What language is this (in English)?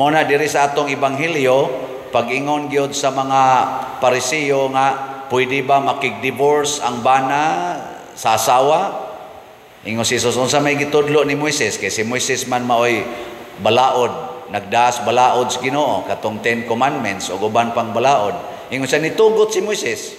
Cebuano